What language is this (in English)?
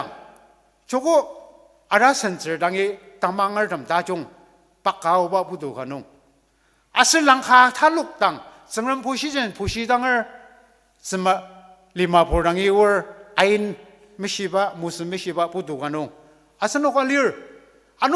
Ao Naga